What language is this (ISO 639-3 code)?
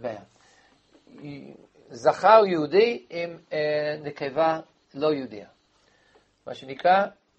heb